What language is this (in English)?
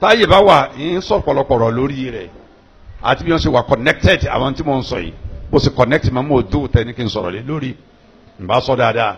Yoruba